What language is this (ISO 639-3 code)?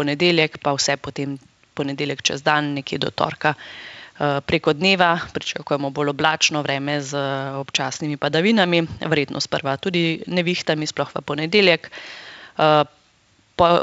slv